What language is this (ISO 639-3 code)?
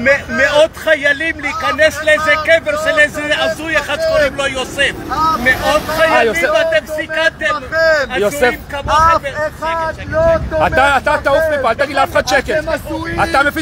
heb